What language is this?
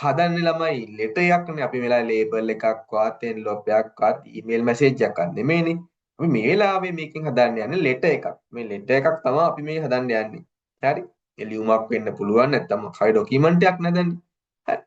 Sinhala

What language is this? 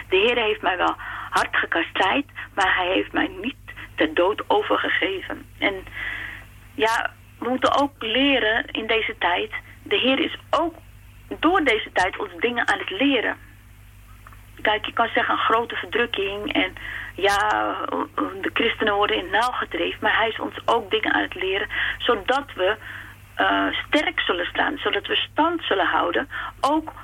Dutch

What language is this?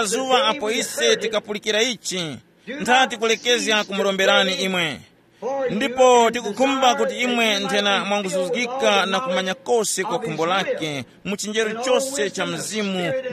Tumbuka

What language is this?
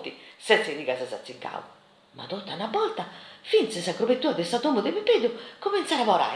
Sardinian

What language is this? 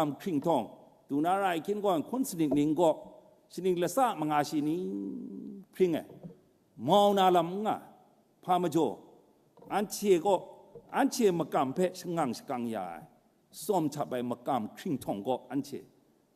Kachin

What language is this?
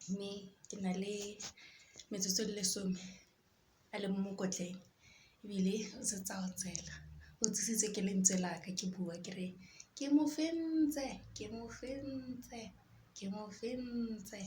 Tswana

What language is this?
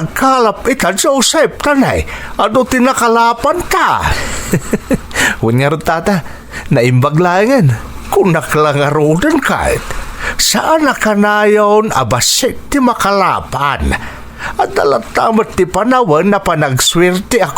Iloko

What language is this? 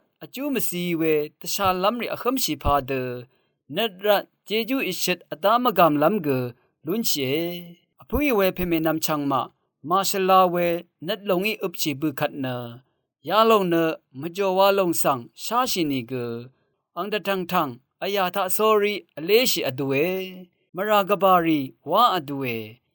Rawang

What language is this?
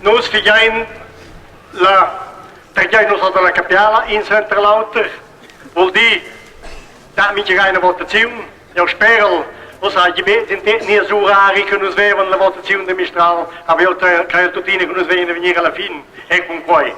Romansh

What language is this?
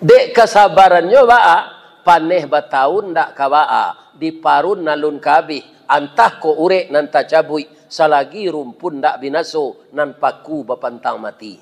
Minangkabau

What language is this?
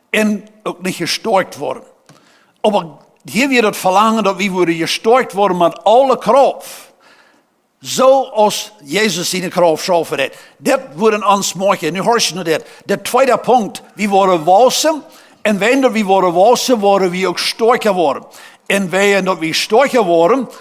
Plautdietsch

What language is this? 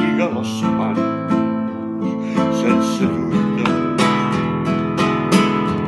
Catalan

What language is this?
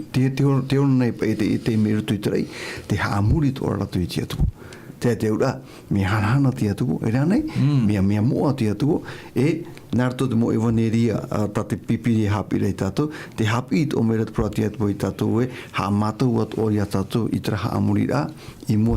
Tahitian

